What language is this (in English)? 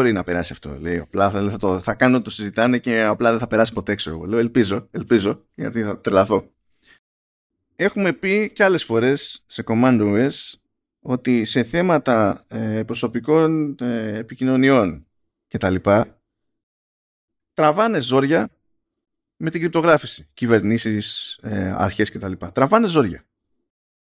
Greek